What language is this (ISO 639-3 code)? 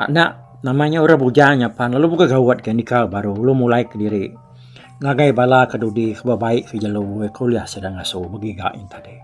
iba